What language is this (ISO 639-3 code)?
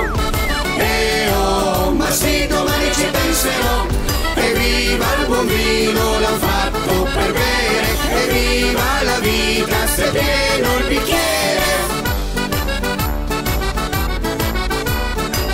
ita